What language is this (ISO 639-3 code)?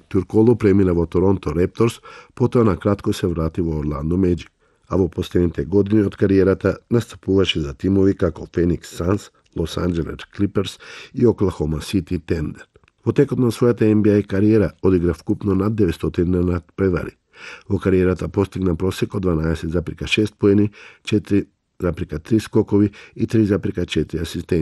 mkd